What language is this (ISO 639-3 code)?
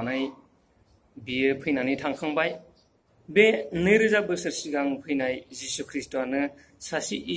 brx